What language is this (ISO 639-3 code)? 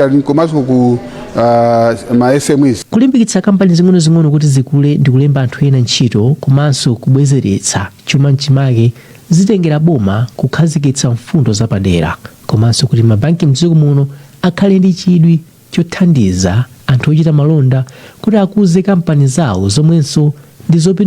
nya